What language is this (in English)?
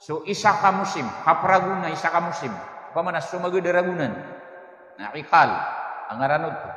Maranao